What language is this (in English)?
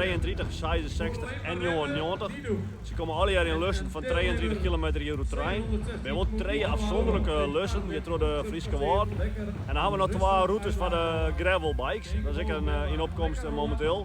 Western Frisian